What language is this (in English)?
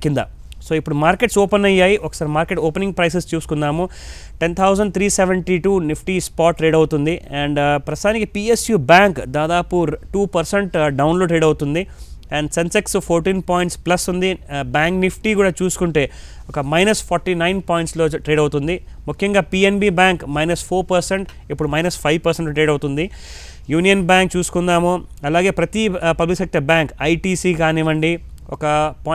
Telugu